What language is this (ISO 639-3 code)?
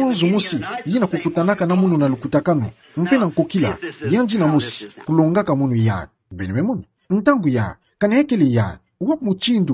ktu